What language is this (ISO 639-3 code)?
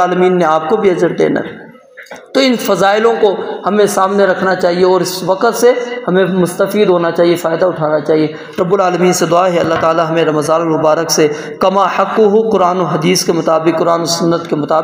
urd